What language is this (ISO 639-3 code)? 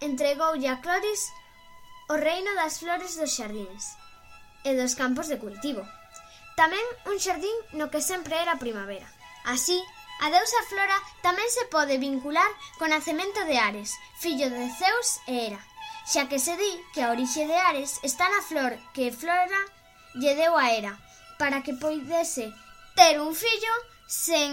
glg